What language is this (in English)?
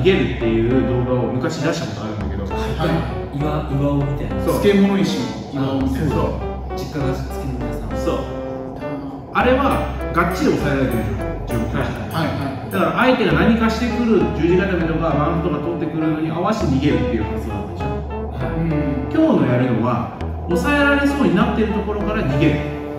Japanese